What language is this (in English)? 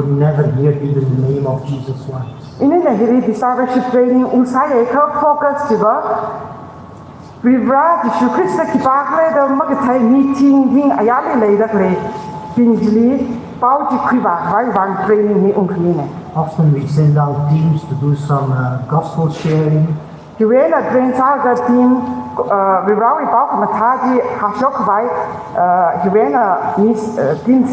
Tangkhul Naga (India)